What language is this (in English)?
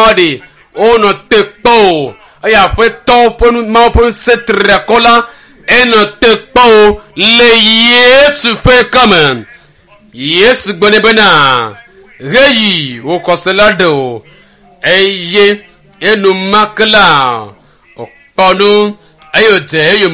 Ewe